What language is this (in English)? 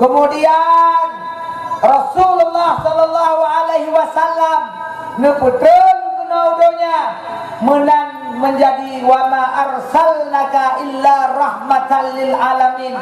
Achinese